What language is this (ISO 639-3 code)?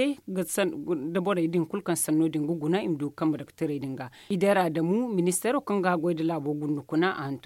dje